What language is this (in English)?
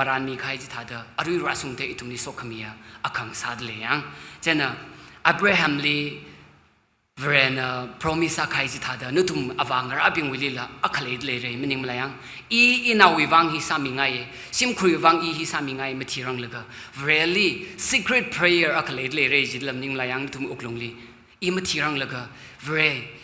Tangkhul Naga (India)